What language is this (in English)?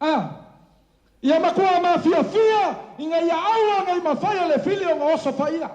Samoan